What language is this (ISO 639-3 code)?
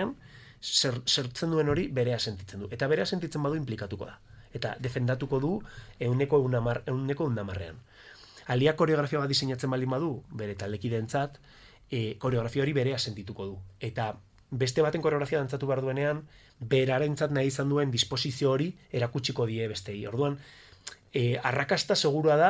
eus